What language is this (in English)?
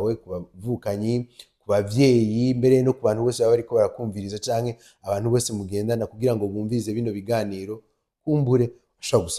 Rundi